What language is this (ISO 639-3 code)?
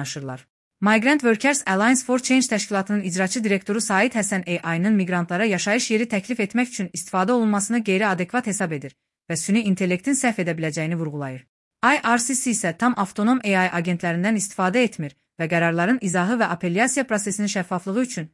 aze